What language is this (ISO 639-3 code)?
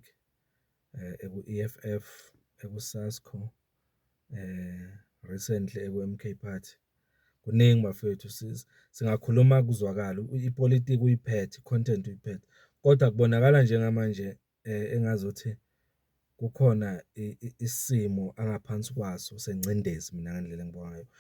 zul